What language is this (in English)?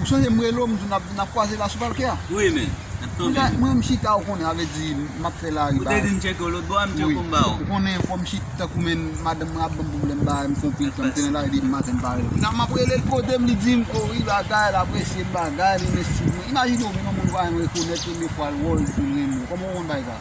Haitian Creole